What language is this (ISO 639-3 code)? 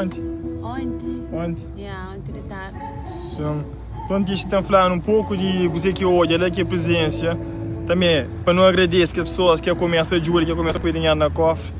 kea